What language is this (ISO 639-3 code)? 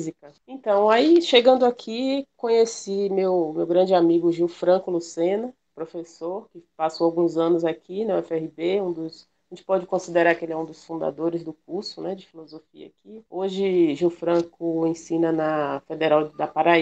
por